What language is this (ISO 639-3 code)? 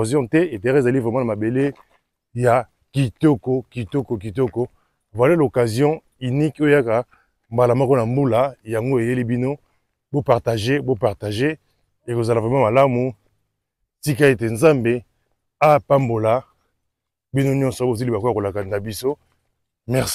lin